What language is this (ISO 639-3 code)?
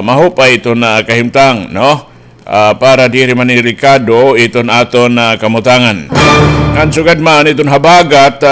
war